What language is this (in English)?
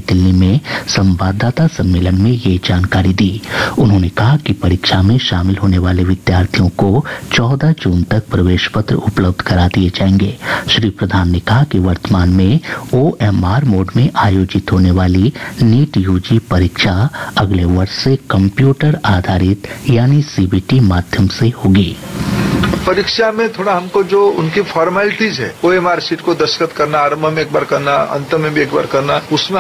Hindi